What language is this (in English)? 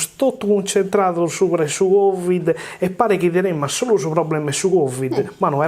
Sardinian